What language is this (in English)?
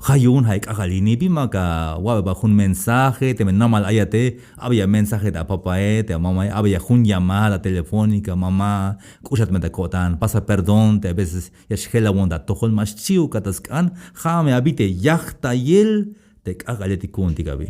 Tzeltal